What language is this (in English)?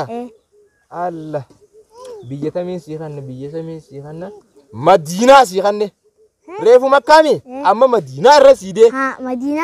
Oromo